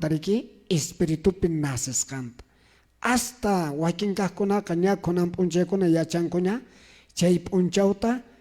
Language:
Quechua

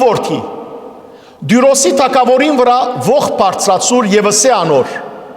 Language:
Western Armenian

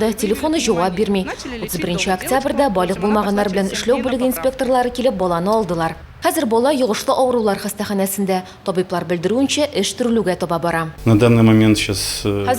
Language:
Tatar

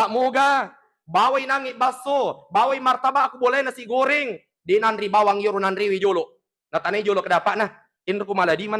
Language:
Buginese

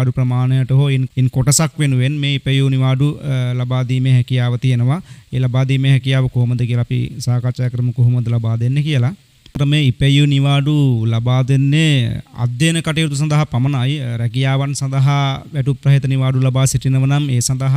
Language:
Sinhala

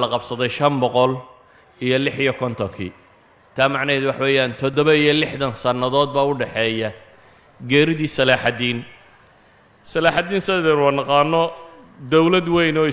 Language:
Somali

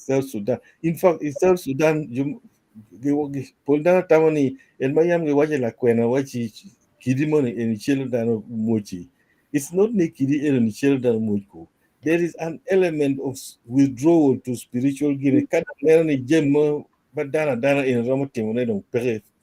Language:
Acoli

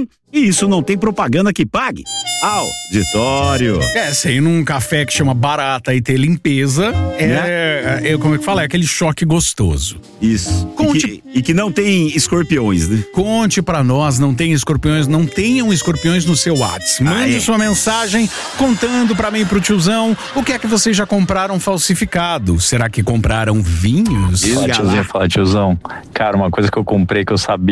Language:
Portuguese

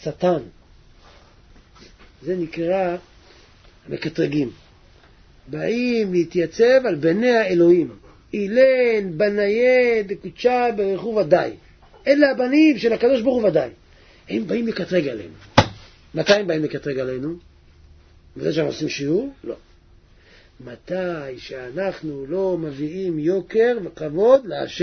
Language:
Hebrew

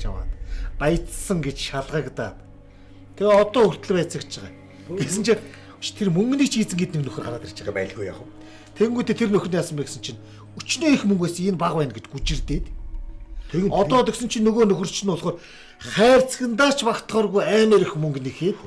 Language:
Mongolian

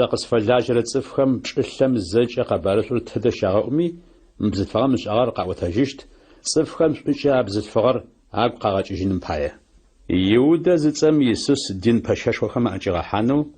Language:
Adyghe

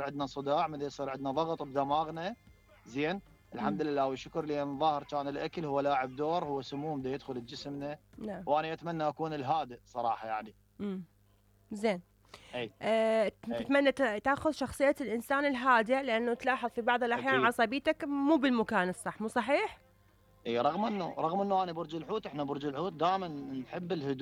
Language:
Mesopotamian Arabic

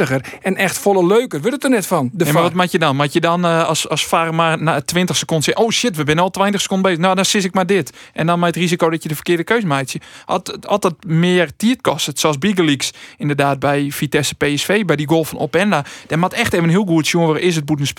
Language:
Western Frisian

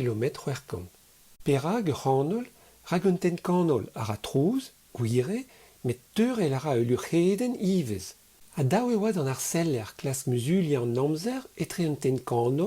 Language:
Breton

